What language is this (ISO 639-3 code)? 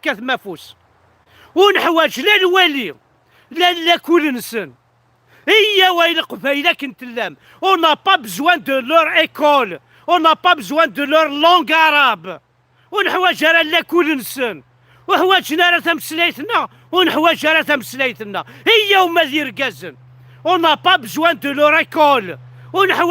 kab